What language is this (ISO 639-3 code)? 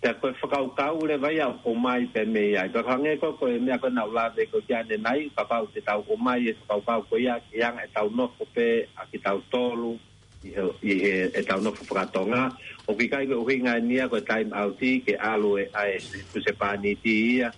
ton